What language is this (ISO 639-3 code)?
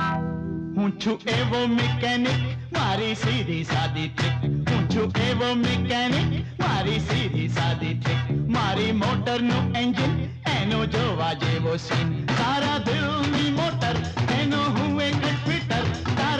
guj